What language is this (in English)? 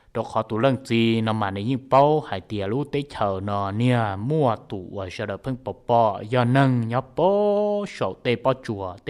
Hmong